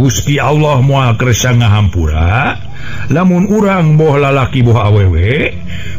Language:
Sundanese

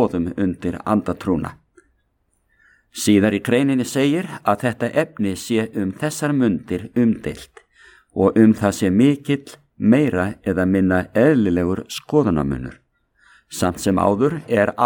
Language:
Icelandic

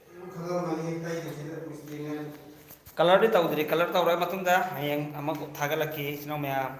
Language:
Manipuri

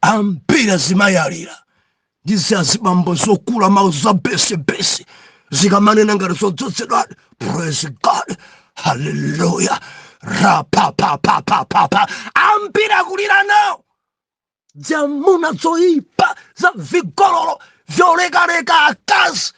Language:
Nyanja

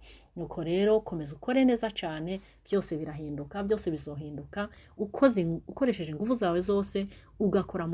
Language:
Rundi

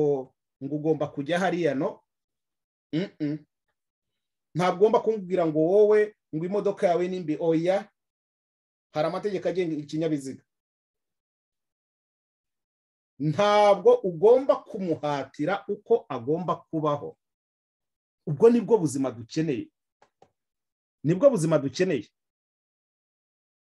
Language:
Kinyarwanda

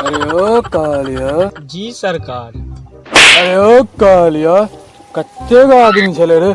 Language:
Maithili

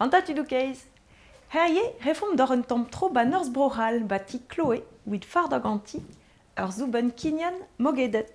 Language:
Breton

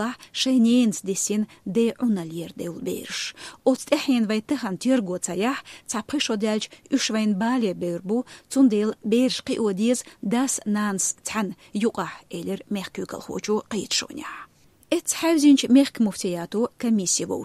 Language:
Chechen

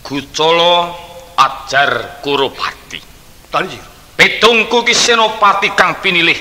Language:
Javanese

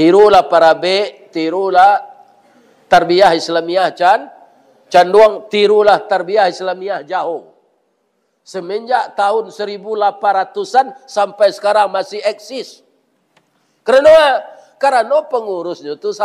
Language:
Minangkabau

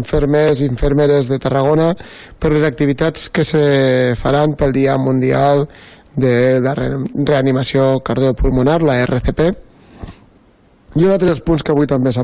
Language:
Catalan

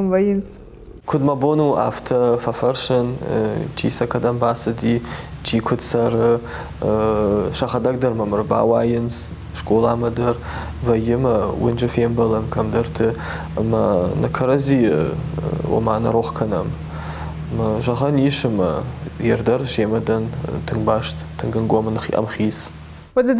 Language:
Ossetic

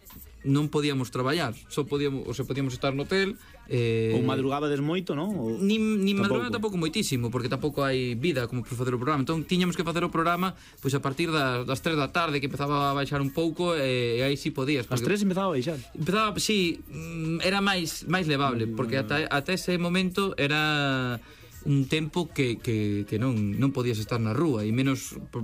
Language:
Galician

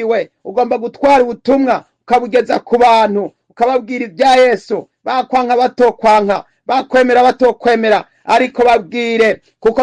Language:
Rundi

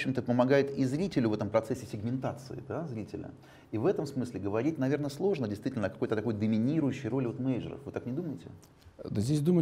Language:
Russian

